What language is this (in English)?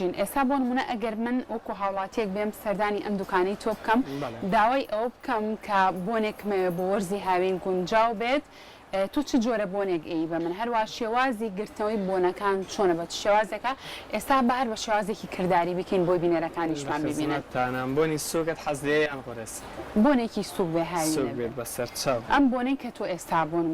Central Kurdish